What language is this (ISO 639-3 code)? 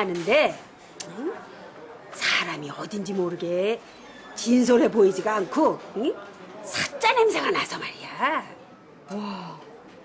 kor